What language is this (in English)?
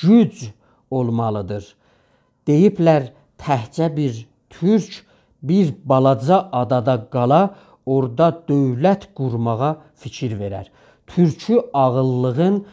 South Azerbaijani